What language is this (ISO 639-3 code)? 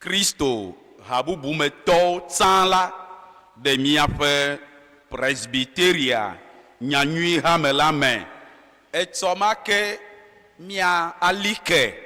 ewe